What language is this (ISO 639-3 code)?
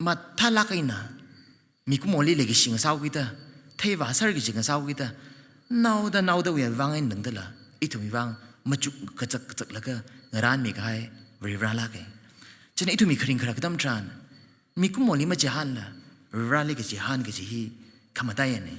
nmf